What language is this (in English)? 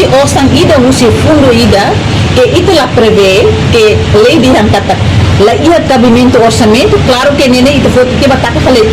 Tetum